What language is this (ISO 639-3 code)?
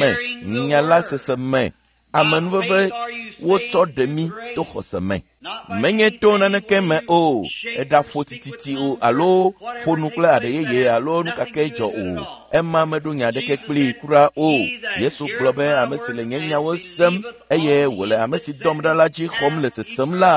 ewe